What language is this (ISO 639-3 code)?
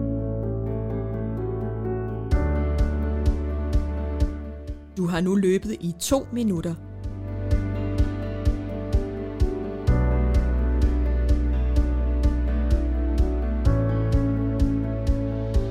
dan